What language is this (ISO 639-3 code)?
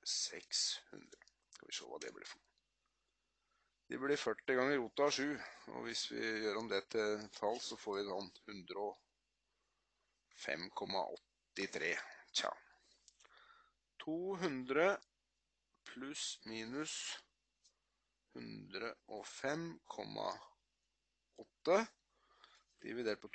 nor